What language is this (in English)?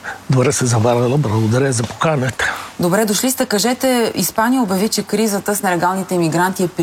Bulgarian